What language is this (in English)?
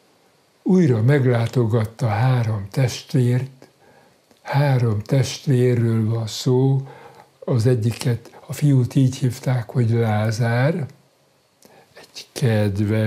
Hungarian